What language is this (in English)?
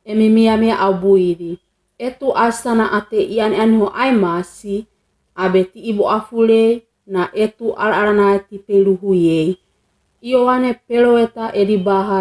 Wagawaga